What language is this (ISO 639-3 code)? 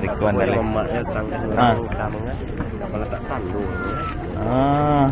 min